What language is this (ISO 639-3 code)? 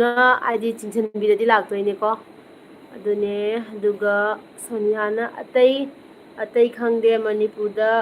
mni